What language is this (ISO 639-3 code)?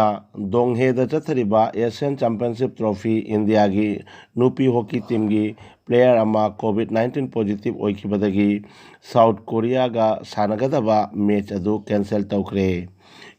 mni